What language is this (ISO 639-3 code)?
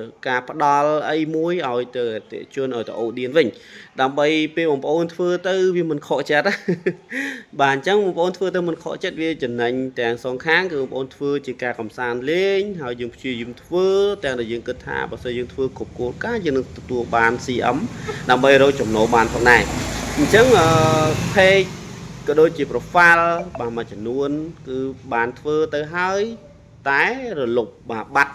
khm